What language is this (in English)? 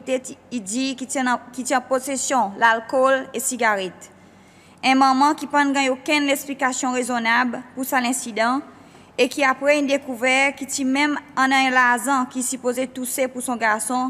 Seselwa Creole French